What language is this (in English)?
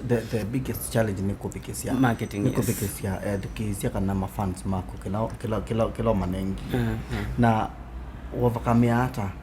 Kamba